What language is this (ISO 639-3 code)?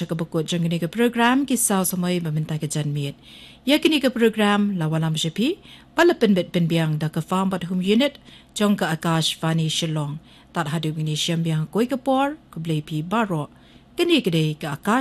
kha